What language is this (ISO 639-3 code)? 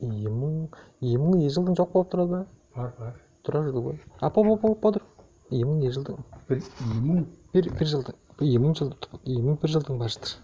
tyv